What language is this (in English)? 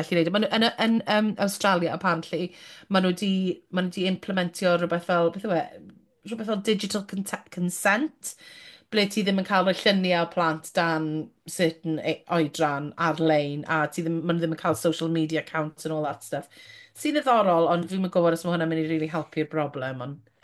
Welsh